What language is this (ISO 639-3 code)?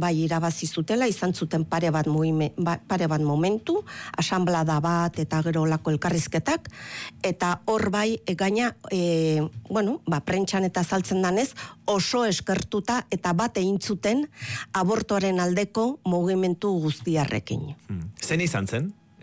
eus